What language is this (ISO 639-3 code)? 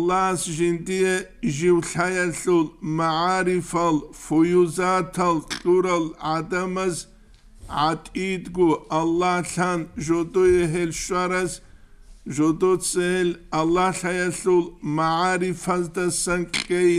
ava